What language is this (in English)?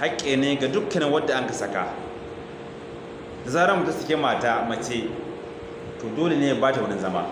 Hausa